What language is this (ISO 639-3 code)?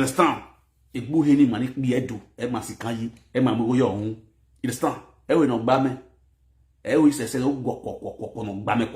pcm